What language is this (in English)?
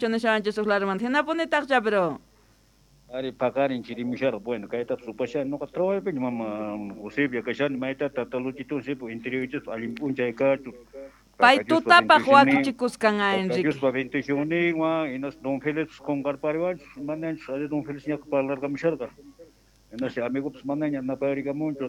South Bolivian Quechua